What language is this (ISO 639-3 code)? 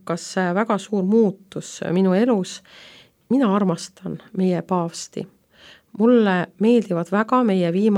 est